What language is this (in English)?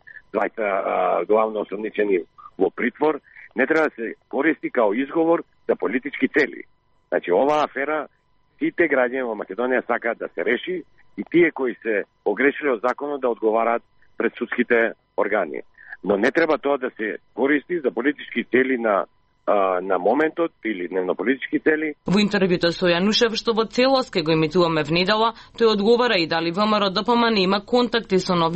Macedonian